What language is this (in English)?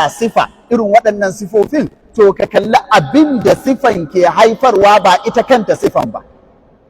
Hausa